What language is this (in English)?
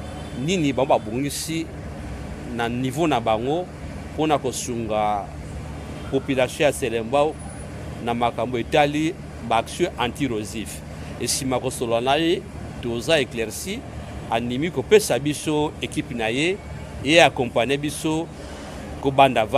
Lingala